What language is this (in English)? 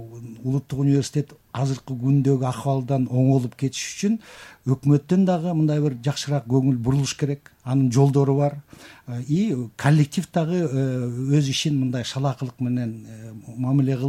Kyrgyz